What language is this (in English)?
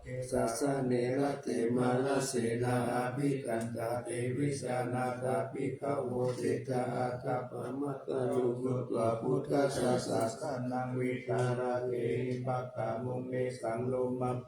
Pali